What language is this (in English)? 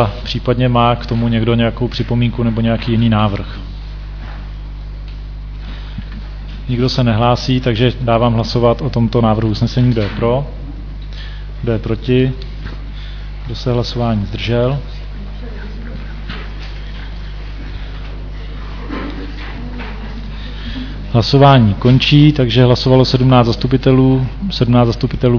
Czech